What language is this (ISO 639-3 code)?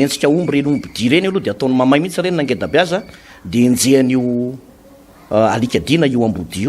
mlg